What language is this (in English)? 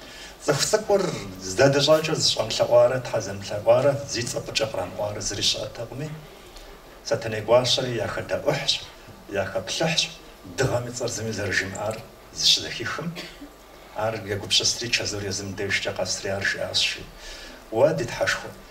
Kabardian